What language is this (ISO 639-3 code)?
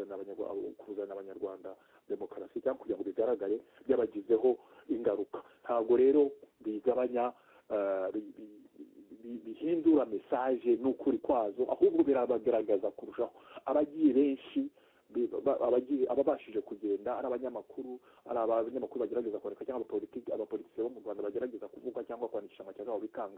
kin